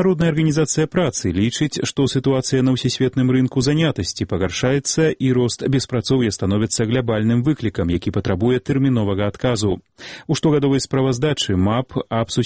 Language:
Belarusian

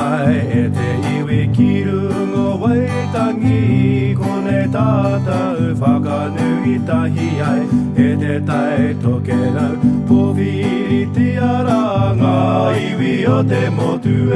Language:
Māori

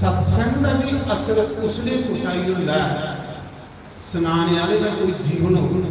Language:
Dogri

